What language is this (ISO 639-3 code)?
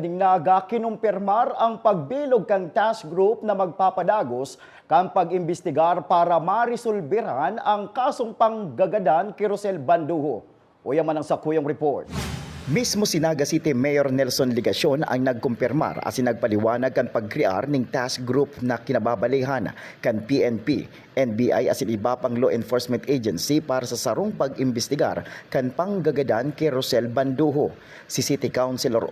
bik